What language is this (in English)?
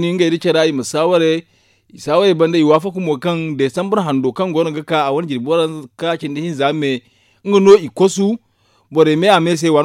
Zarma